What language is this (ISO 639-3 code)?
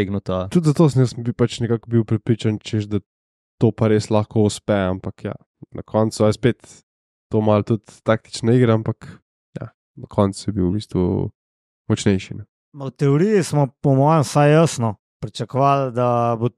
slv